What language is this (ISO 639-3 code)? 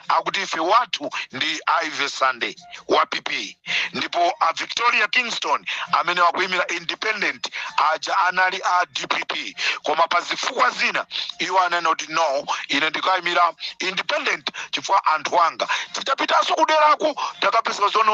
nya